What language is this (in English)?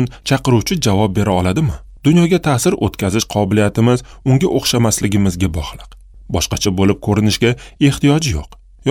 Uzbek